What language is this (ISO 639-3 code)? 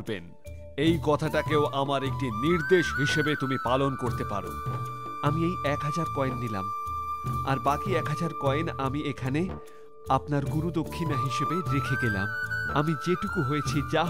ben